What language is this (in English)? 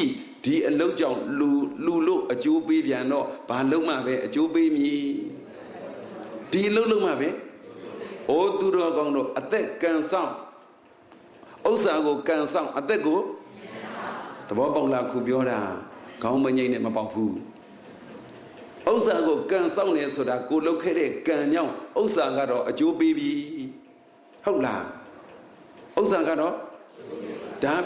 Burmese